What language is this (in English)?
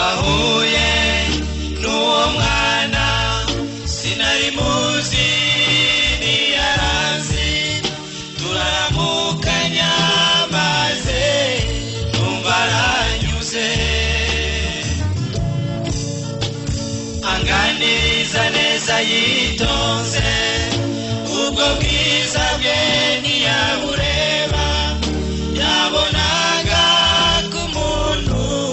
Kinyarwanda